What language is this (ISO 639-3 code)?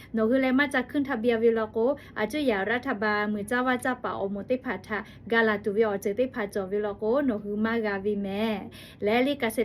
lhu